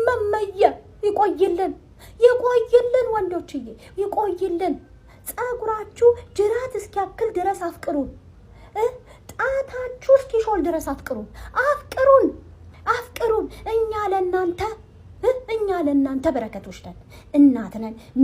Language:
Amharic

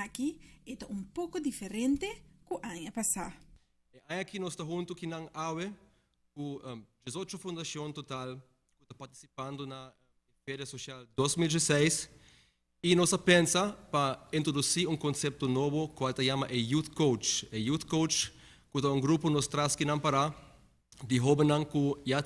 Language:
Papiamento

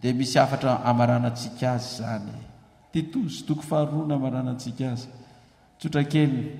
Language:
Malagasy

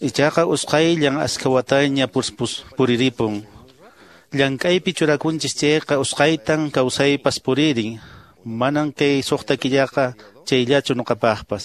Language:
Quechua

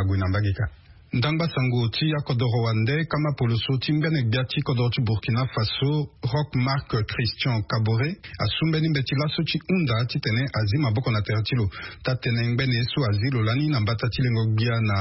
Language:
Sango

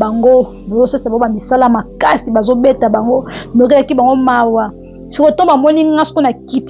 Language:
Lingala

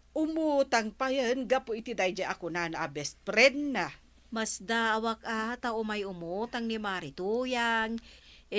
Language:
Iloko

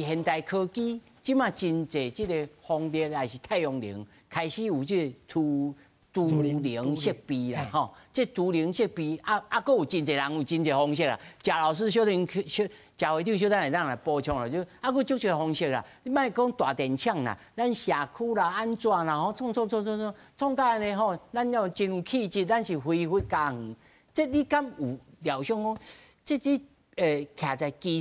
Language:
Min Nan Chinese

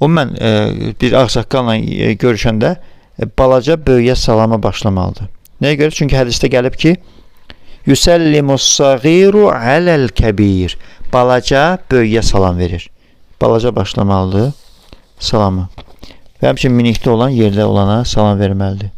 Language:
Azerbaijani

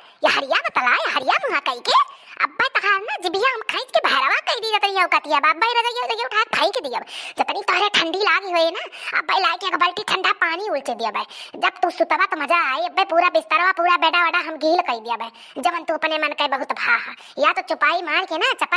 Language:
Awadhi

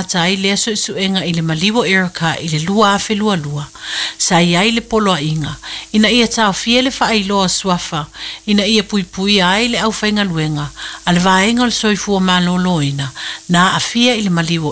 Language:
Samoan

